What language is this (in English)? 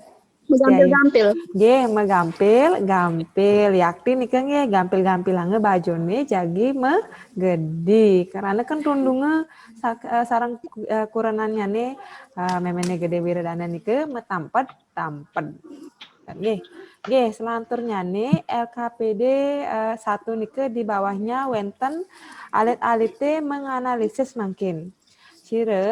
Balinese